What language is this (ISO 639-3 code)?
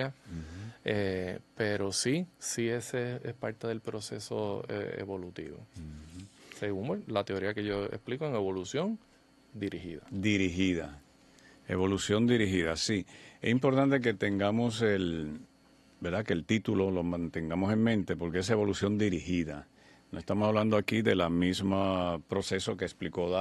spa